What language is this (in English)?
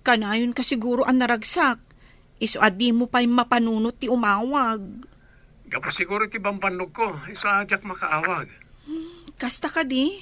Iloko